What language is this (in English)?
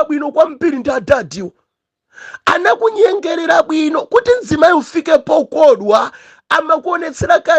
Nyanja